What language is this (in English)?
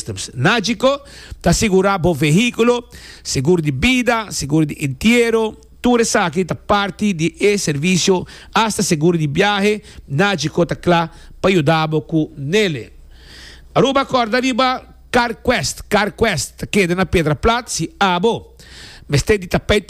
Papiamento